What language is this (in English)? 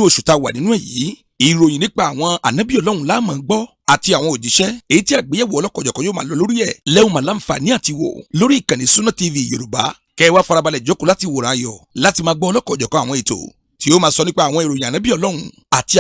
Yoruba